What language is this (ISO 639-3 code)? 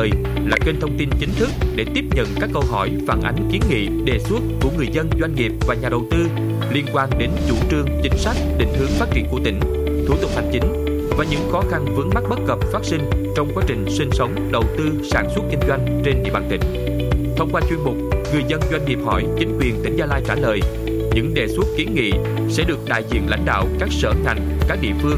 vie